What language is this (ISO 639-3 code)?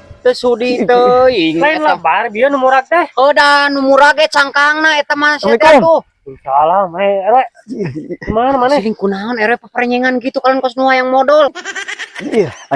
sun